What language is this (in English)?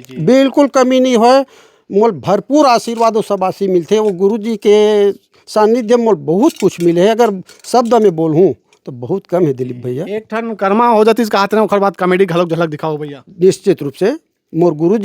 Chhattisgarhi